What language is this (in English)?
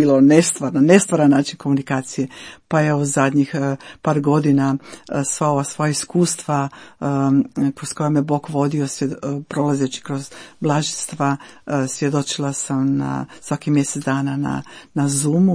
Croatian